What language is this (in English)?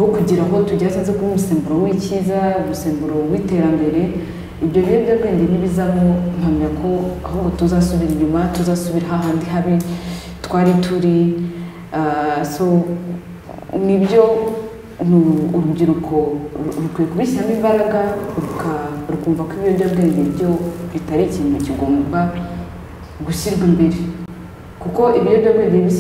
Kinyarwanda